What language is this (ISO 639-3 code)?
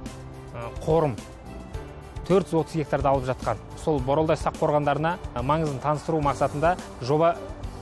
kaz